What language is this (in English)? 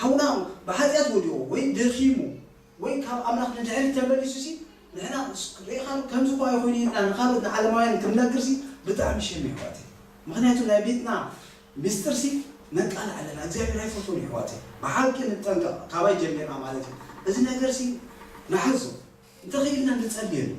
Tigrinya